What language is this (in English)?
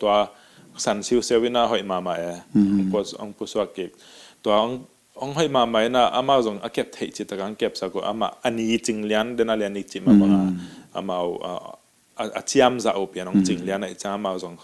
Tedim Chin